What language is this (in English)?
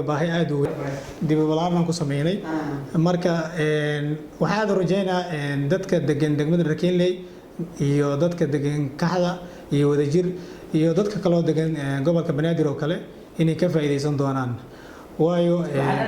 Somali